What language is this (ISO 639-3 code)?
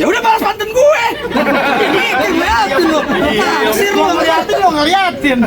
bew